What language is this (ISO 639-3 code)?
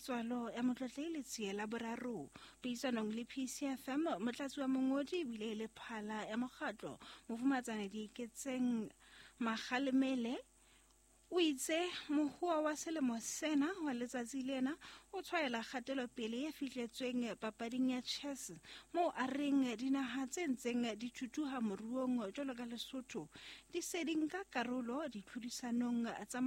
sot